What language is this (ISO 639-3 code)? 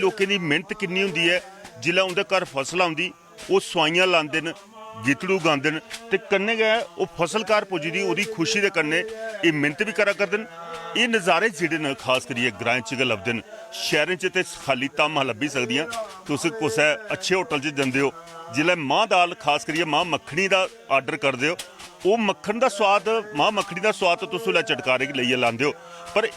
doi